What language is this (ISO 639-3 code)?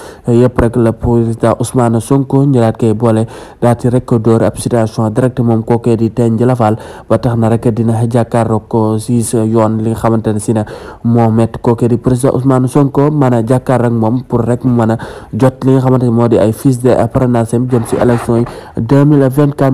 wol